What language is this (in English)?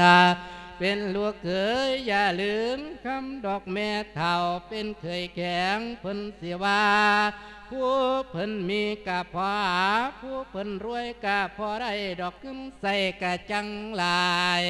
Lao